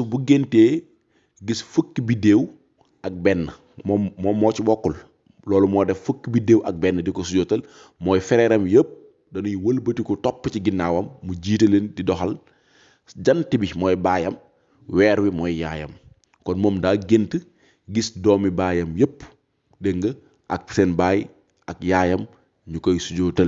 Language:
Wolof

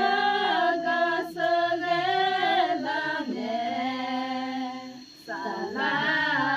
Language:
Akha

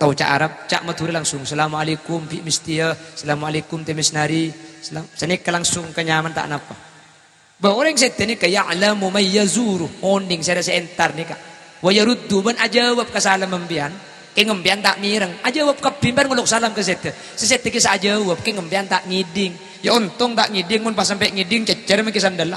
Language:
Madurese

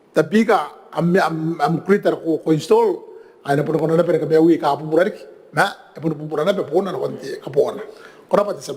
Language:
Gilbertese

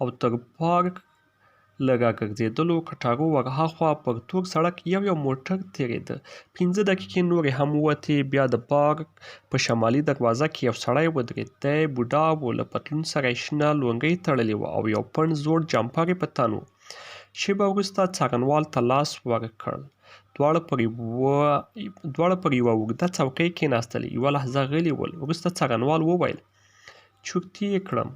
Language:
Pashto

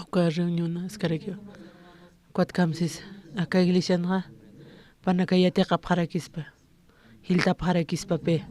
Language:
Aymara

